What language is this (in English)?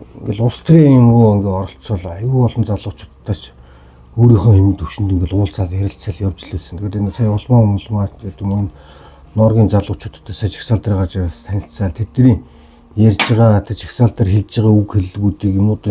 Mongolian